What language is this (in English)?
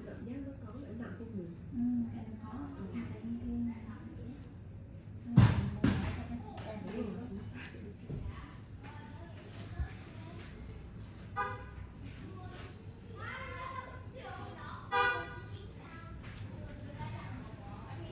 Vietnamese